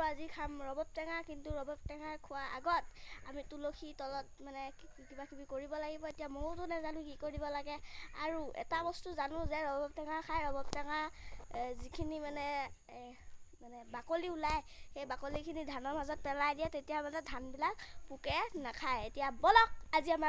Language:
Assamese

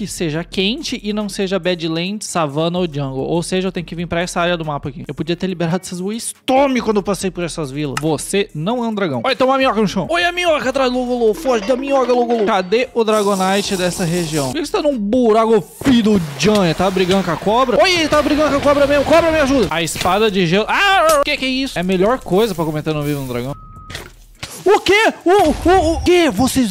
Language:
Portuguese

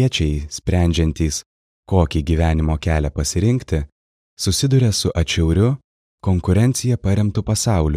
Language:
Lithuanian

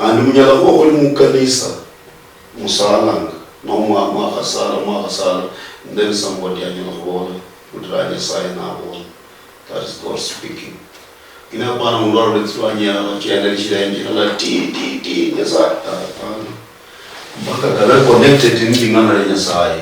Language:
Luyia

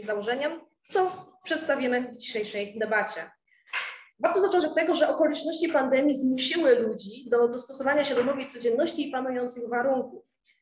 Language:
Polish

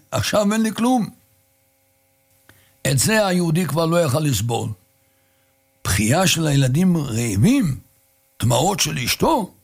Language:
Hebrew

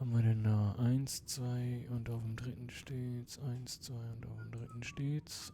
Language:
Swiss German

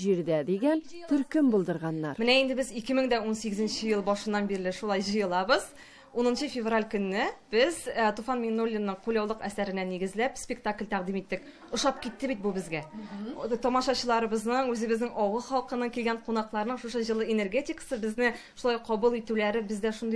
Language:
Tatar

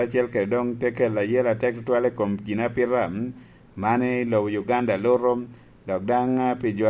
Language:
Lango (Uganda)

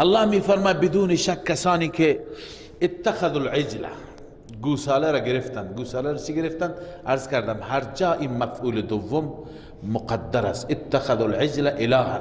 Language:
Persian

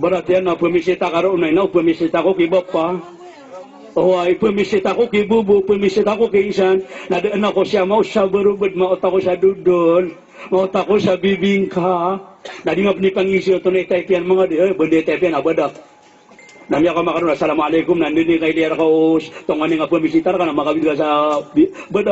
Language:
Maranao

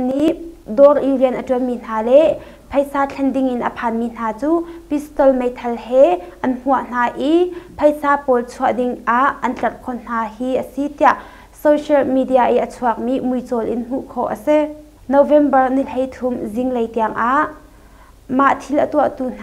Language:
Hakha Chin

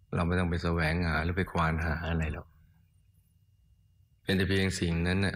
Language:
Thai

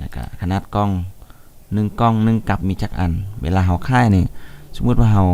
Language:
Lao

